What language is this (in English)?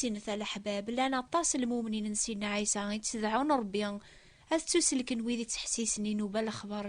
Kabyle